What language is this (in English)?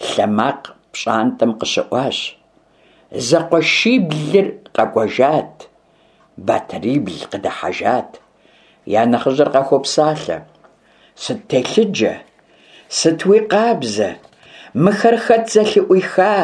Kabardian